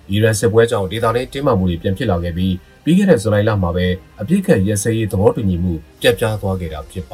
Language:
Burmese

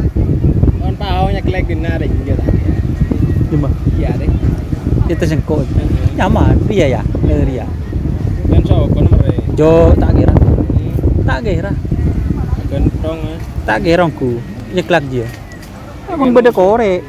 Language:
Madurese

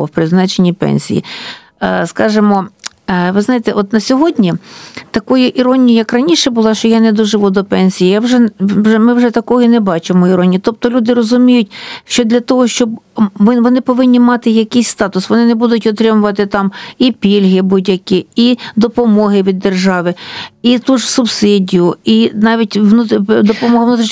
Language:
Ukrainian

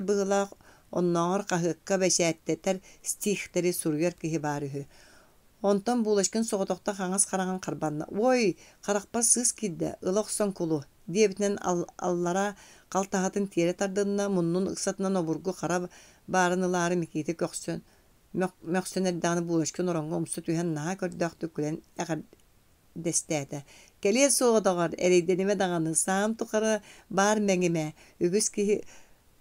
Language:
Yakut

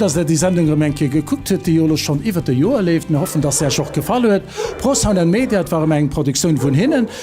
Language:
Luxembourgish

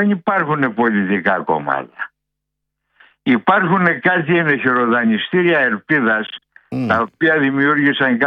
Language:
Greek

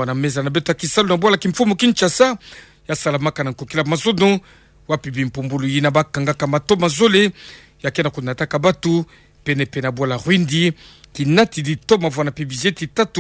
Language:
Kituba (Democratic Republic of Congo)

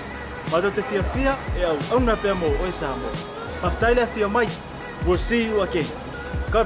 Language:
Samoan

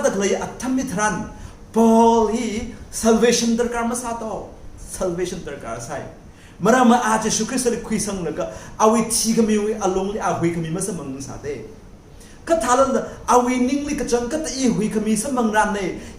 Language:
Tangkhul Naga (India)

